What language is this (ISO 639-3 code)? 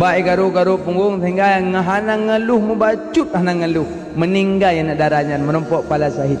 ace